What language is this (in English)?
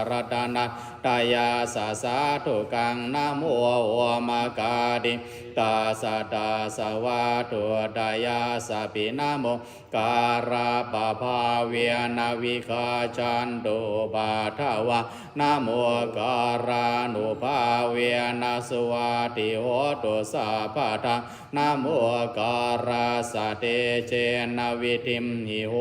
Pali